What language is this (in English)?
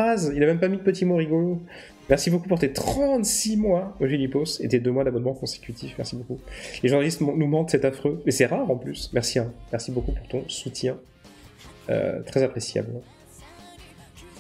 French